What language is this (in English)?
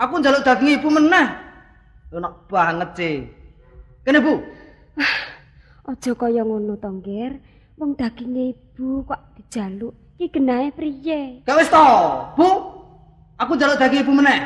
Javanese